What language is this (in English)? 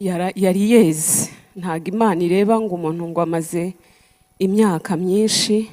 Kinyarwanda